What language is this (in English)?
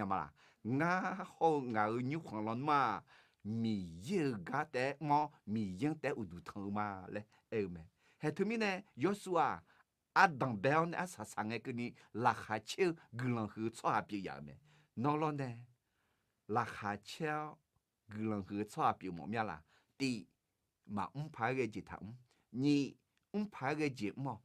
Akha